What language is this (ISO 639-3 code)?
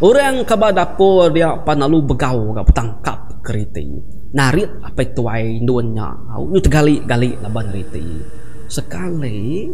iba